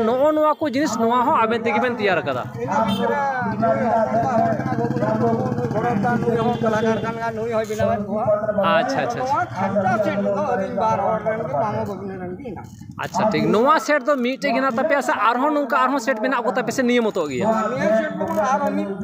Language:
Santali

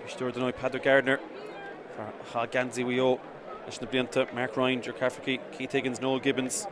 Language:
Irish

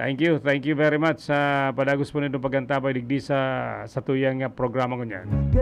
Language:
Bikol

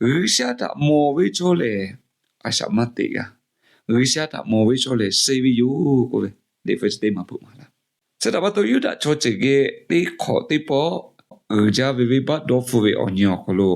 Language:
Lahu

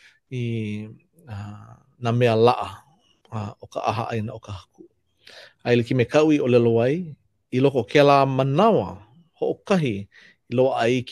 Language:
Hawaiian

